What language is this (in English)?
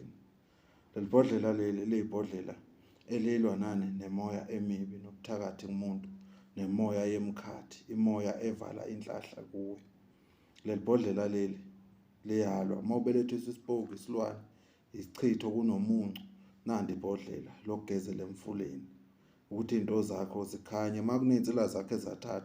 Zulu